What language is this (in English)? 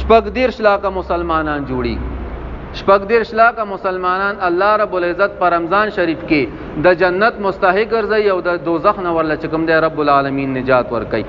Pashto